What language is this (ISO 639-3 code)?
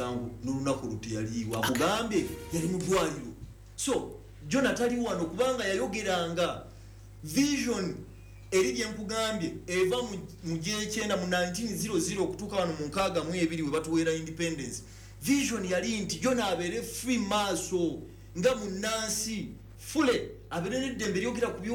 lug